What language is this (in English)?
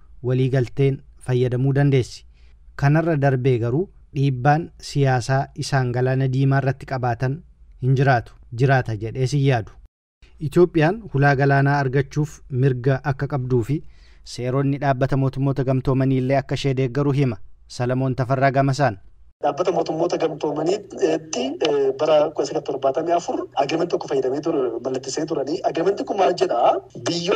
Oromo